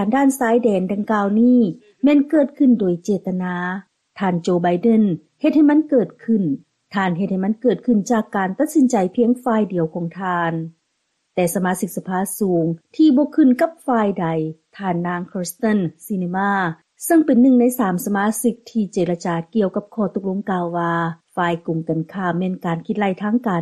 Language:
Lao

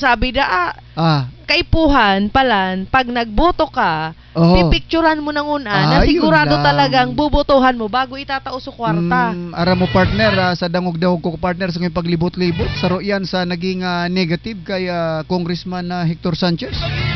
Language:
Southern Catanduanes Bikol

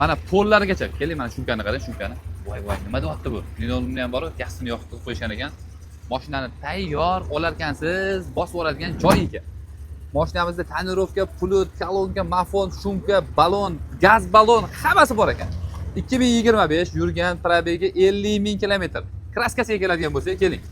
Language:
Uzbek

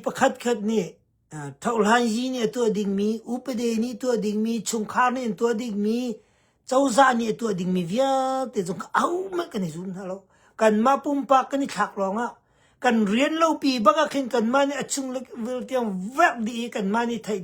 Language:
Hakha Chin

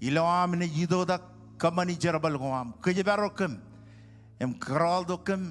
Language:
Marshallese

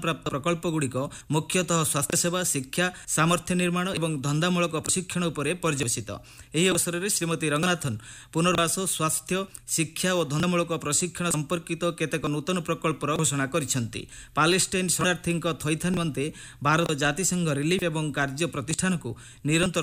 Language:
Odia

